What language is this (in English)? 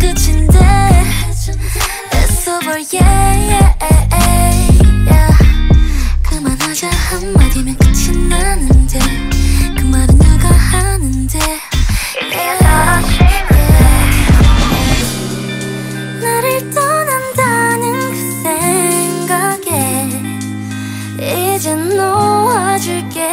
Korean